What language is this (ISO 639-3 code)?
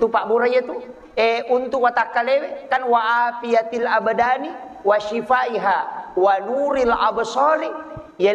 bug